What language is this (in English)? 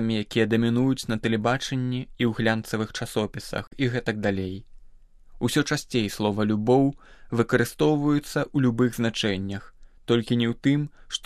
Belarusian